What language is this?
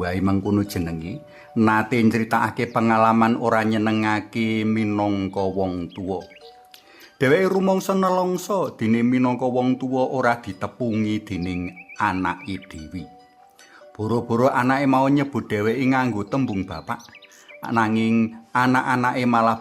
Javanese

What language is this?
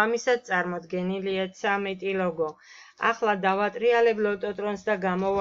Georgian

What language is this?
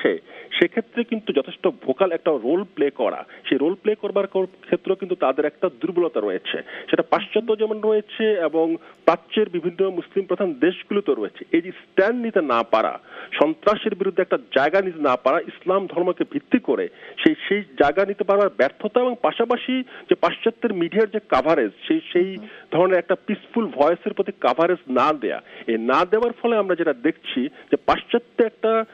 Bangla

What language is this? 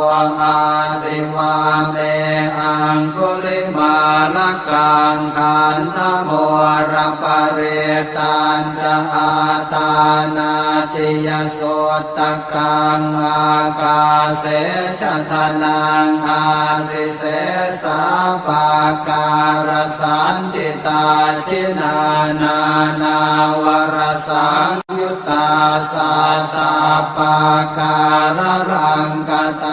Pali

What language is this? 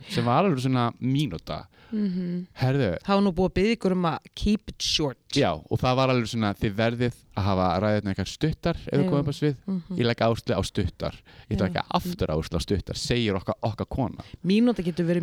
Icelandic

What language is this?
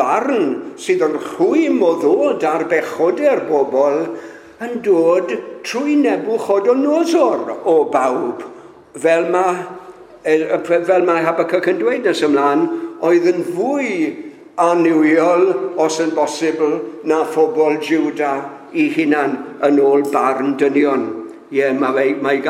Welsh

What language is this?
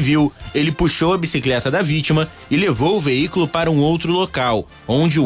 Portuguese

